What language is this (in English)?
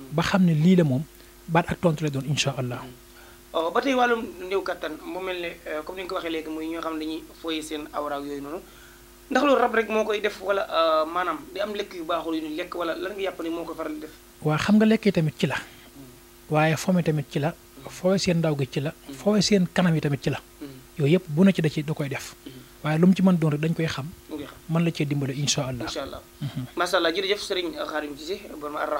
Wolof